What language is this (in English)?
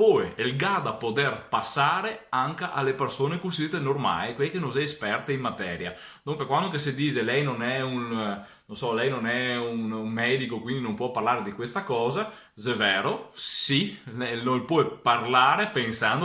Venetian